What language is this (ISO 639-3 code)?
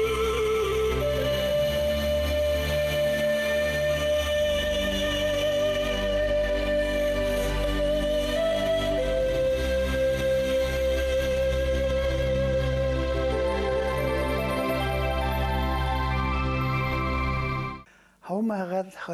bak